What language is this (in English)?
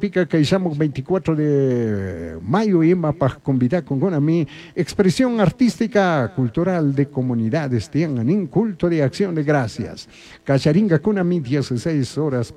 Chimborazo Highland Quichua